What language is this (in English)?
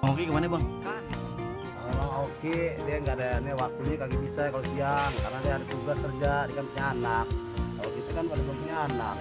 Betawi